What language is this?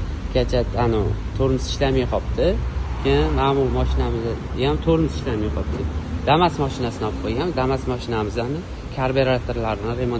Uzbek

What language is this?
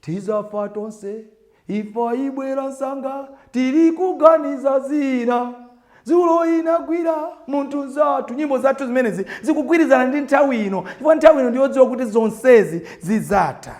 Nyanja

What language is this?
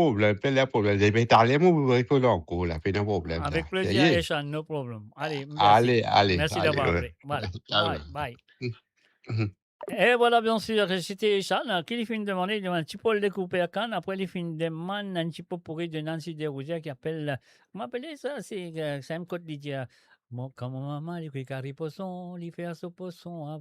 Morisyen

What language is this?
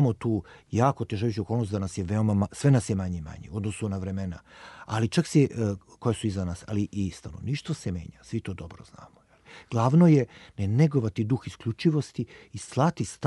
Serbian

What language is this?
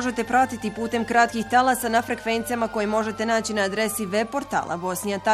Bosnian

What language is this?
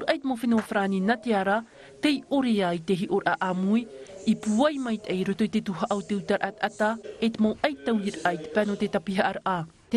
Tahitian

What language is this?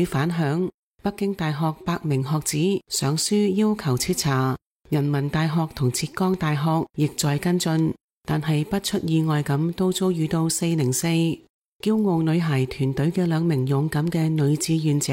Cantonese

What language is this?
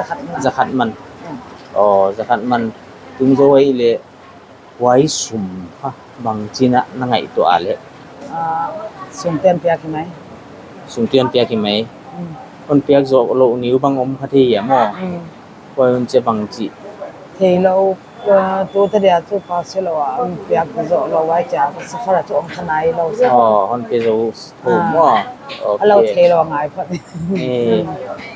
Paite Chin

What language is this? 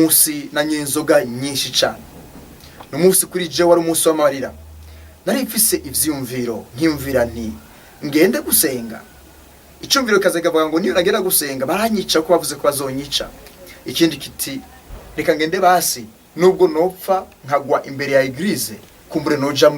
Rundi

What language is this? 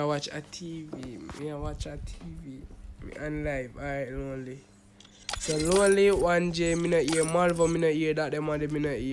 Jamaican Creole English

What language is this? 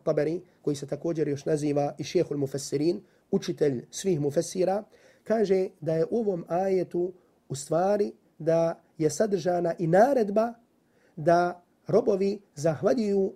Bosnian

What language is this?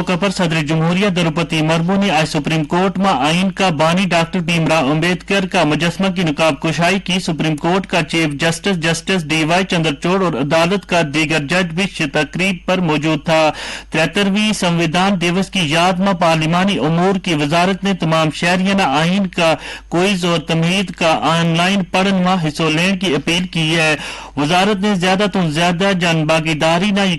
Gujari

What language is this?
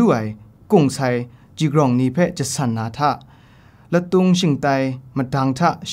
Kachin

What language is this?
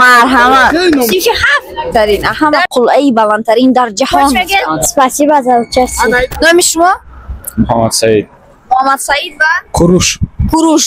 Tajik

